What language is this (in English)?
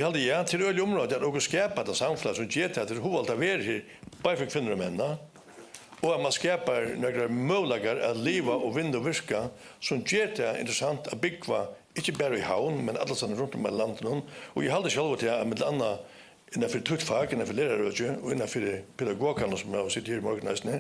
Faroese